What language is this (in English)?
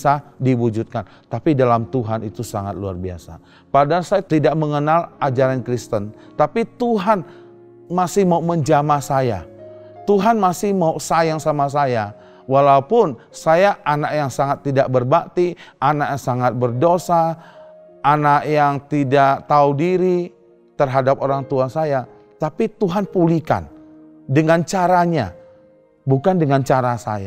Indonesian